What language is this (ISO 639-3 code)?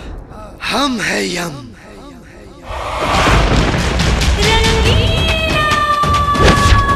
bho